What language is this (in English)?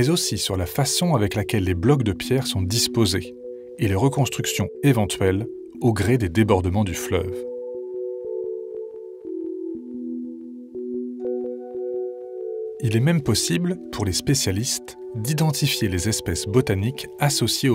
French